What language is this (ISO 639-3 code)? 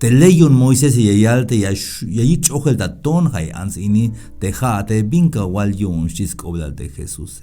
tzh